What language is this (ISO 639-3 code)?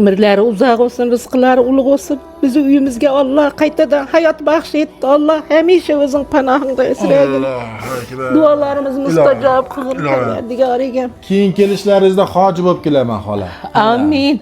uzb